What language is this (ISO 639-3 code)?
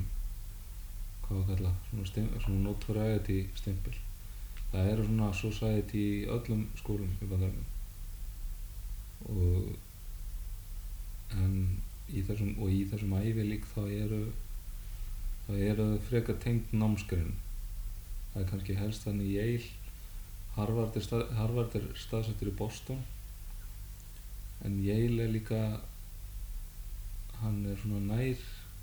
isl